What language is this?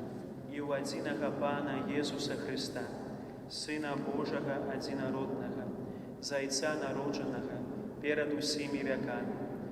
Belarusian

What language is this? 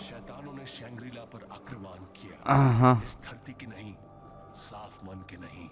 Swiss German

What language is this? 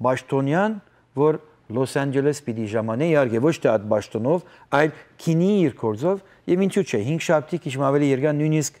Western Armenian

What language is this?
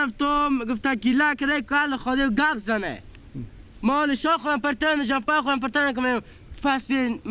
Persian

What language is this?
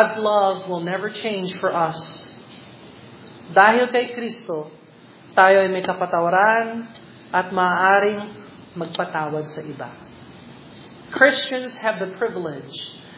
Filipino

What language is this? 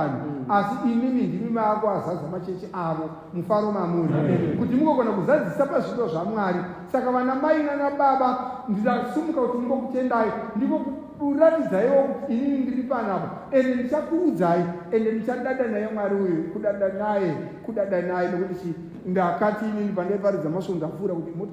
Shona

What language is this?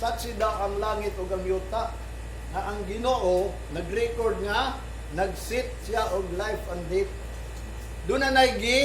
Cebuano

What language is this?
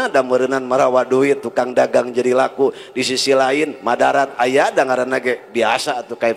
Sundanese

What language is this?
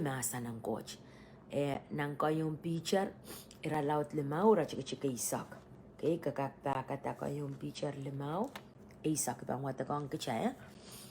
Pohnpeian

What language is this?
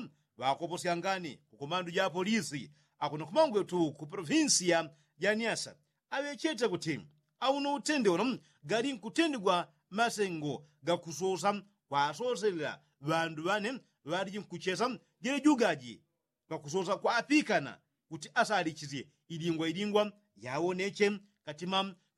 Yao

